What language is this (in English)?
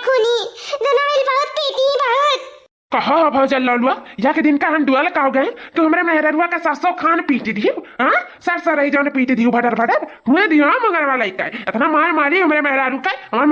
Awadhi